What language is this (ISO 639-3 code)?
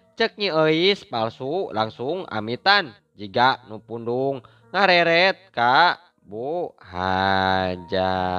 sun